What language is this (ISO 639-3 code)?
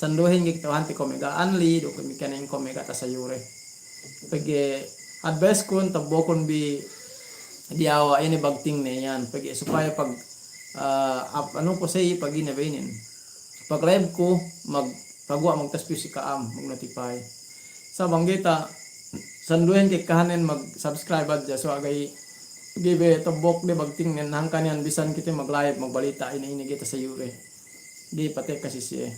yka